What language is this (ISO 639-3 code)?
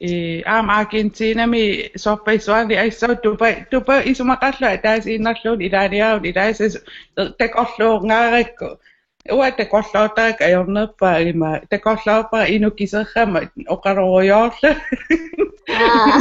kal